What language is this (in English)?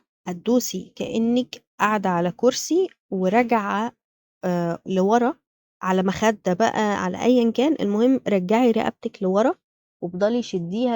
Egyptian Arabic